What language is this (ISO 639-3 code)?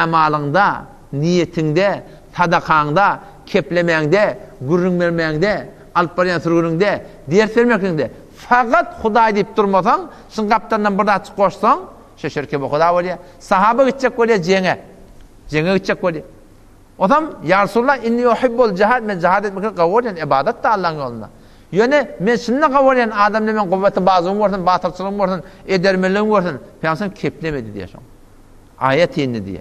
tuk